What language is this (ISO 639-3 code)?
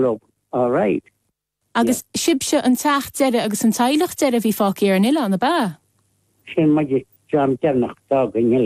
gle